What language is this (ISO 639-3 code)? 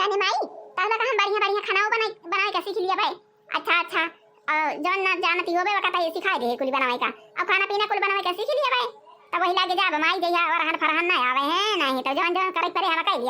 awa